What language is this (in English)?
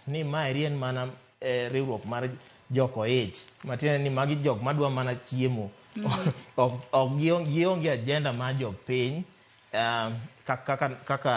Luo (Kenya and Tanzania)